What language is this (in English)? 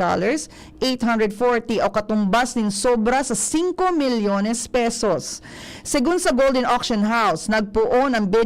Bikol